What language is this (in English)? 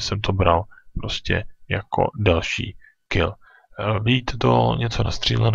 Czech